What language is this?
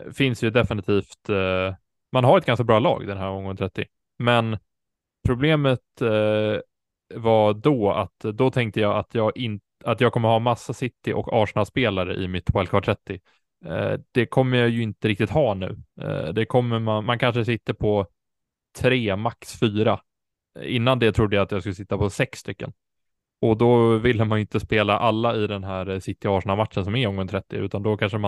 Swedish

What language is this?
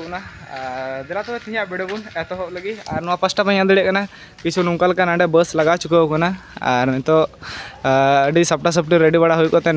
Santali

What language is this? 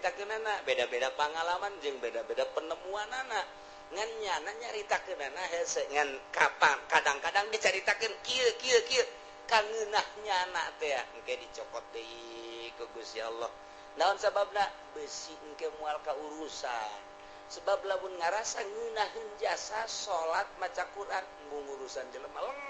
Sundanese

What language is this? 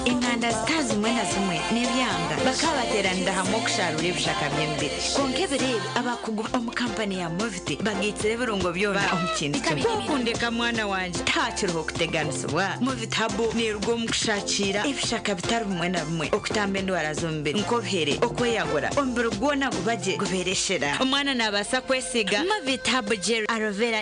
Nyankole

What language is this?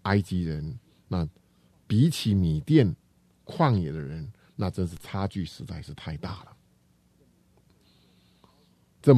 Chinese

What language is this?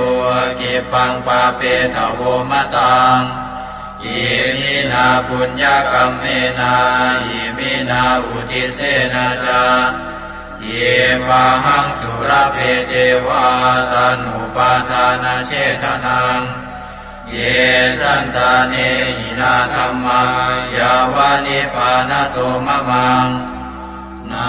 Pali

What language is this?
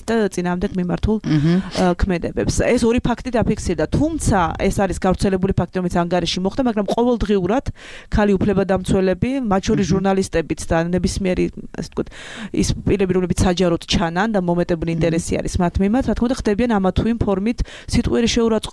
Georgian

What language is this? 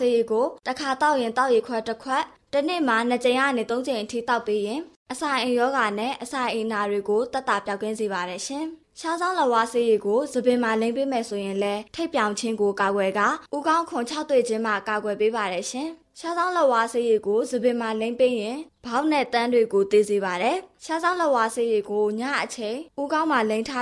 Burmese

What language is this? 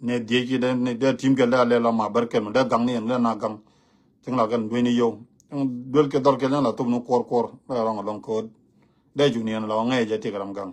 Nuer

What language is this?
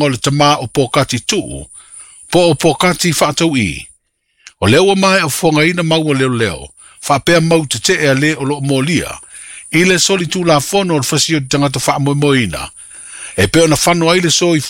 Samoan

